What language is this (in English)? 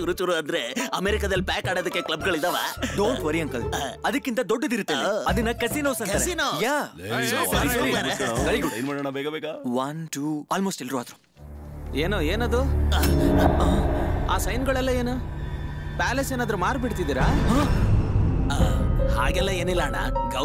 Kannada